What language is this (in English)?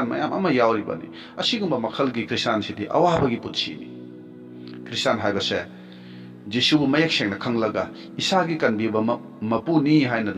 Manipuri